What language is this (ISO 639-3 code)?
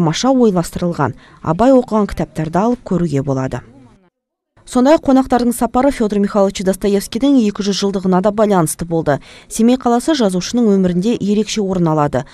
kaz